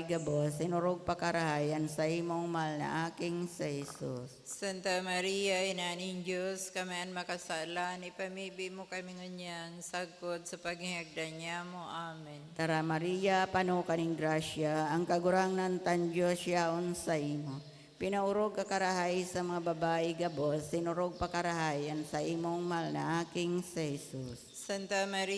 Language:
Bikol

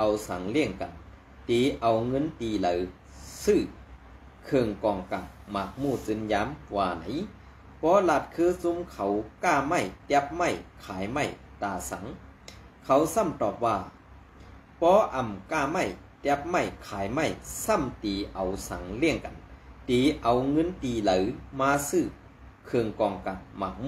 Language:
Shan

